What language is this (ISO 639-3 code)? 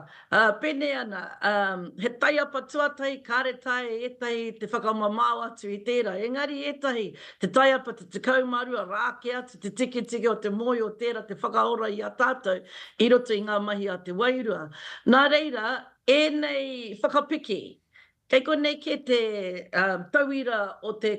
mri